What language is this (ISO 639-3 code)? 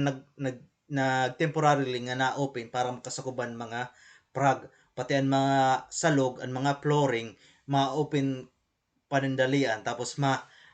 war